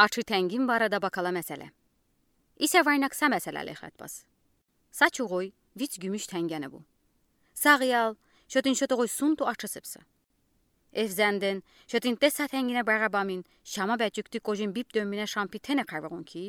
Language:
Udi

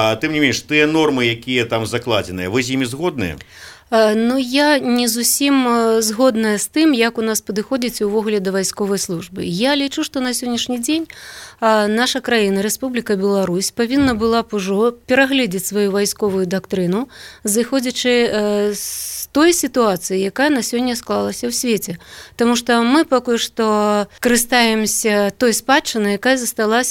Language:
Belarusian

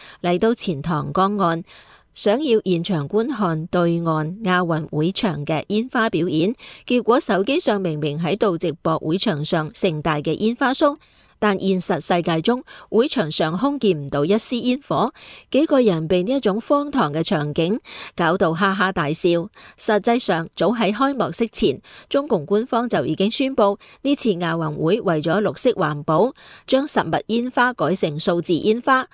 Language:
Cantonese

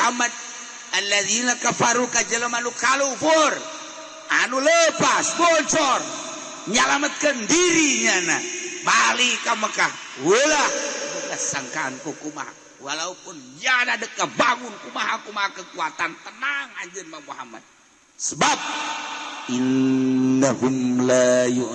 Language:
Sundanese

